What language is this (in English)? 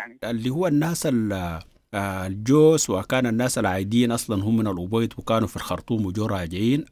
Sudanese Arabic